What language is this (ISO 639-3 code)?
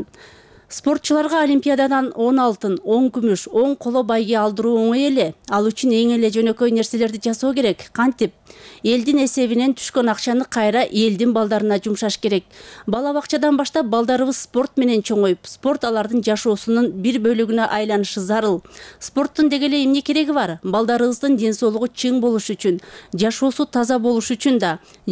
kir